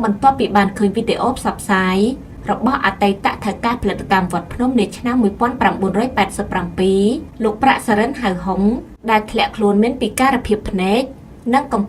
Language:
Khmer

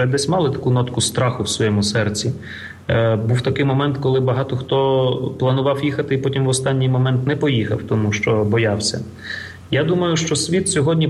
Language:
Ukrainian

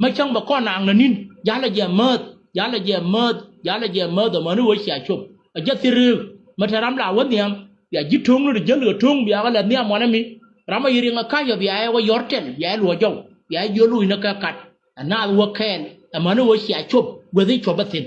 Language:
Nuer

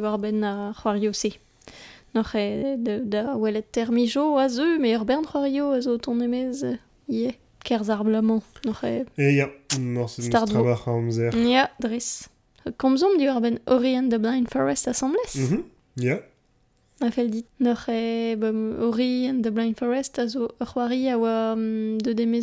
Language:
Breton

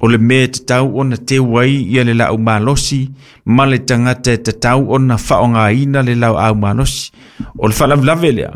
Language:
Samoan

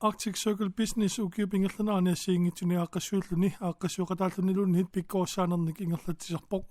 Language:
Kalaallisut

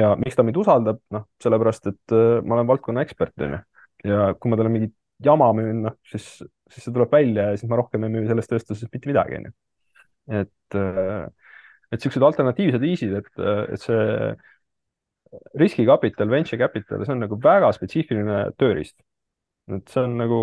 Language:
Estonian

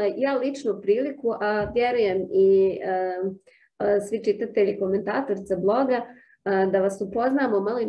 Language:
Croatian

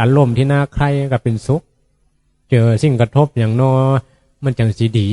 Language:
Northeastern Thai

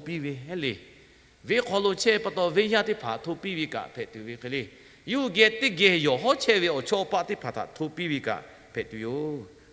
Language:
Lahu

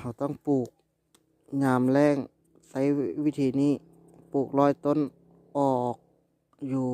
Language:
Lao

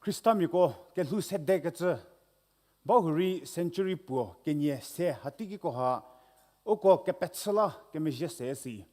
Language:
Angami Naga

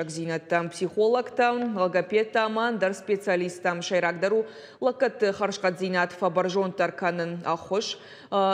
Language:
Ossetic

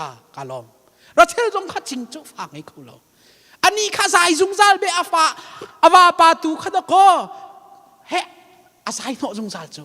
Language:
Hakha Chin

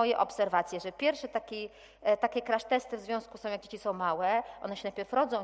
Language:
Polish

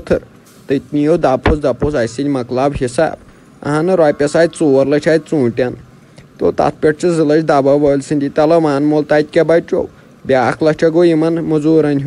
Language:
Kashmiri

